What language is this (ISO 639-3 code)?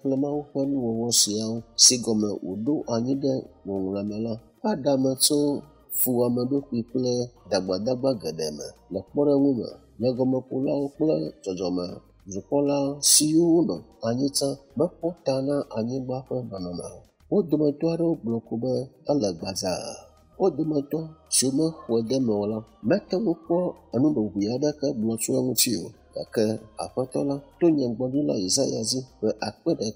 ewe